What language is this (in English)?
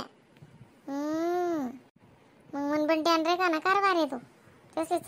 Khandesi